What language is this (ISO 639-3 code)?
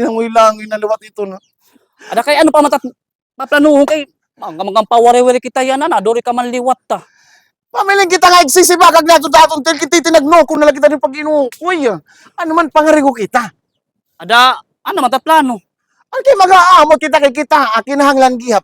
war